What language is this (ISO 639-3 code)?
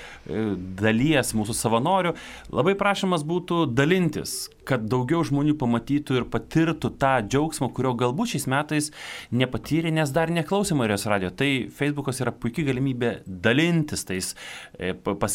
lit